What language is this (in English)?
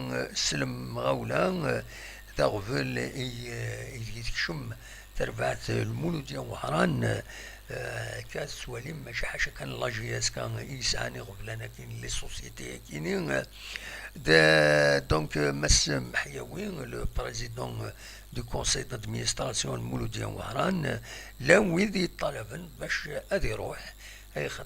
Kabyle